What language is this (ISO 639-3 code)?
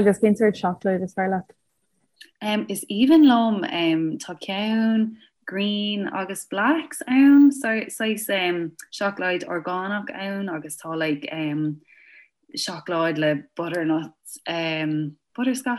gle